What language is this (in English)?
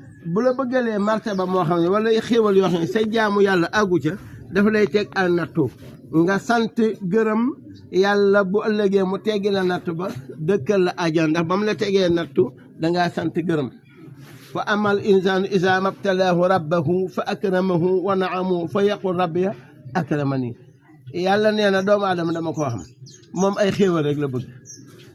Wolof